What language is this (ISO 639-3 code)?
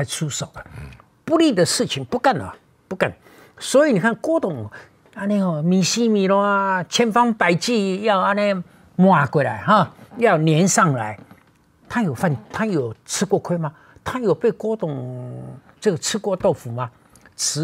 zho